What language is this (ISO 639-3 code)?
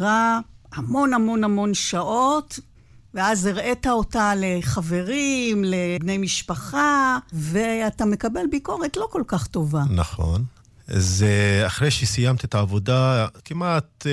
heb